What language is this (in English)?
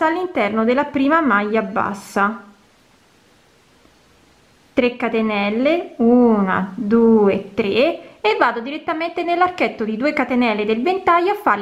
Italian